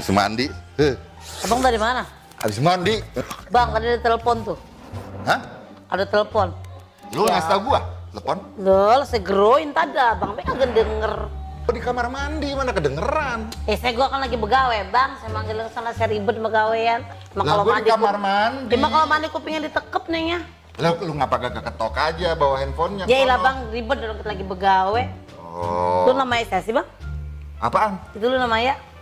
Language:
Betawi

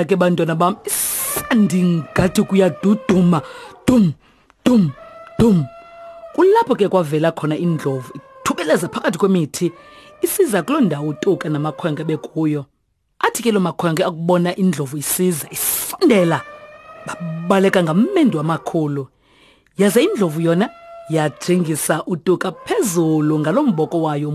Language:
Xhosa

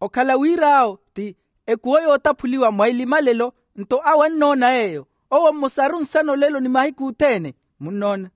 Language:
Makhuwa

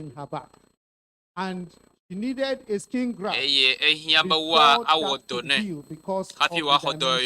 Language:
Ewe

